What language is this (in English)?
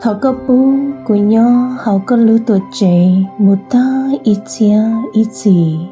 Hmong